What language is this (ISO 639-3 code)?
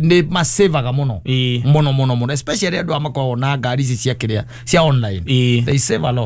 kik